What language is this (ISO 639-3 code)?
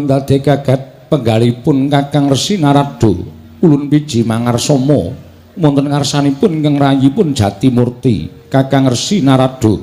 jav